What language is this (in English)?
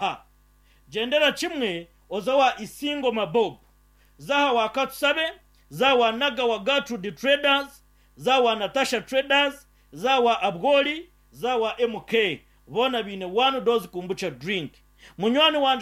Nyankole